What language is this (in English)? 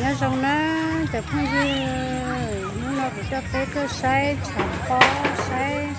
Hmong